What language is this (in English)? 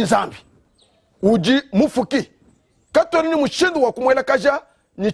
Luba-Lulua